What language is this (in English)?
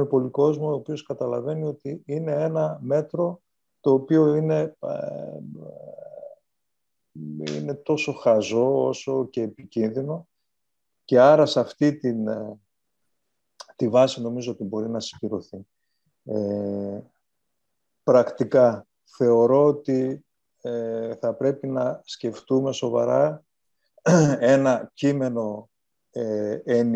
Greek